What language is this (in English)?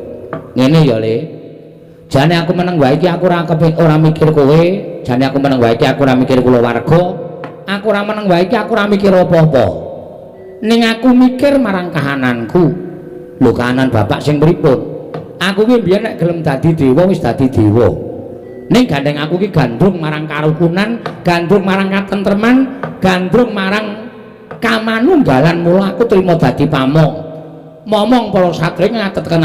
Javanese